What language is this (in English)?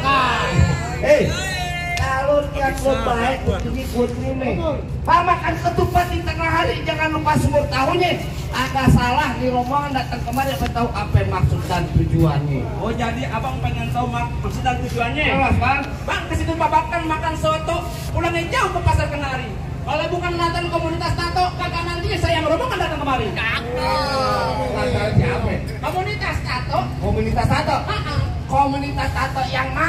Betawi